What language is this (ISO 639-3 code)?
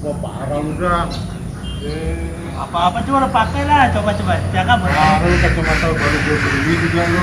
bew